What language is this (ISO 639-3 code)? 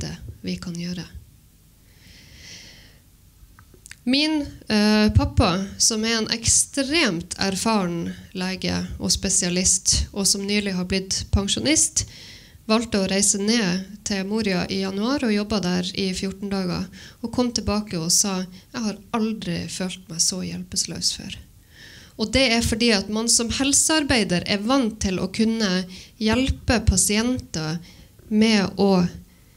nor